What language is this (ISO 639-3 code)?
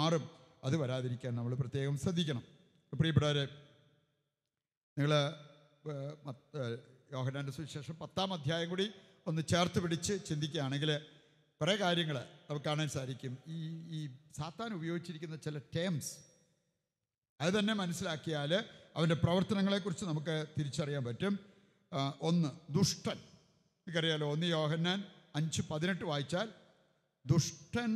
mal